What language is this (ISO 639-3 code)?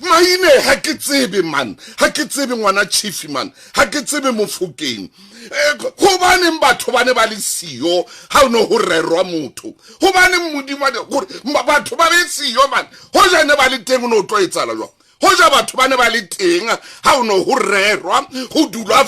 sot